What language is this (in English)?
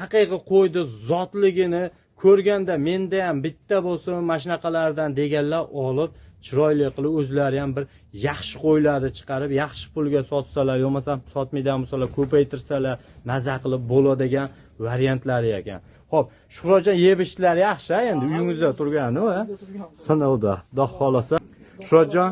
Uzbek